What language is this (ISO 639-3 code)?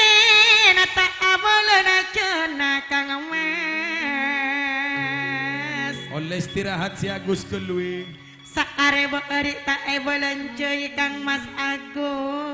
mad